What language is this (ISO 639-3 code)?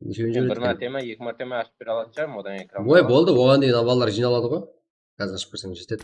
kaa